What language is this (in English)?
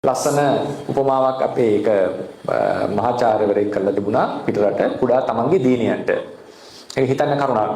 Sinhala